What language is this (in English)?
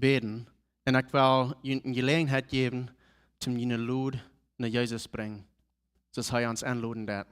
Plautdietsch